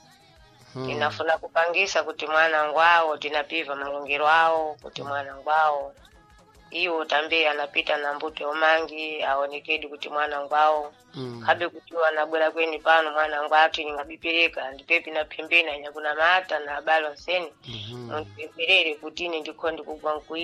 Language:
Sena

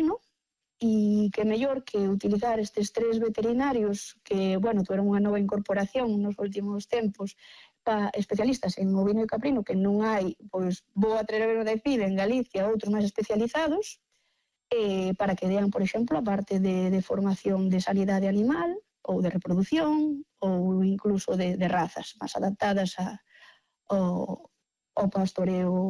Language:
Galician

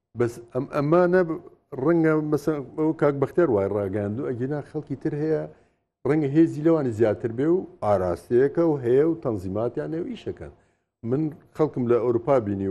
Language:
Central Kurdish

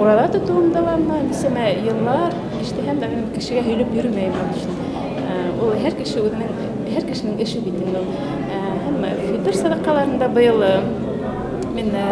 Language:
Bashkir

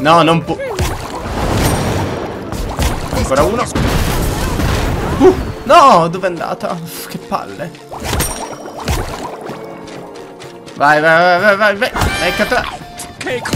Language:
Italian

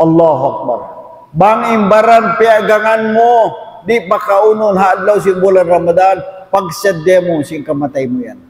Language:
Tausug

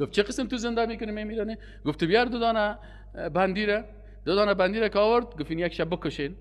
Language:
Persian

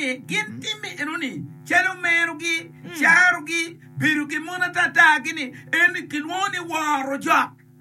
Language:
Acoli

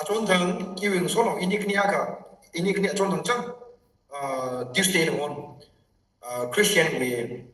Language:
Tangkhul Naga (India)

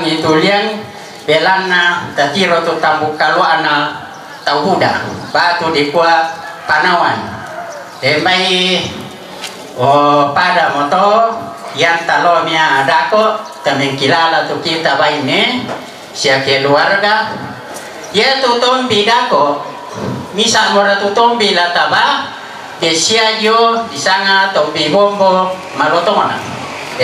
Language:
Toraja-Sa'dan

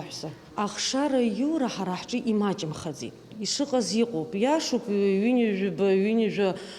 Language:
Abkhazian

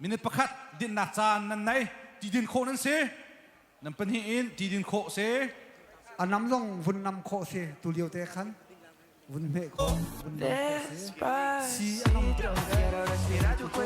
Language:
Hakha Chin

